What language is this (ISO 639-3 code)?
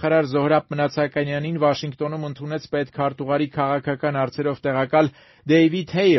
hye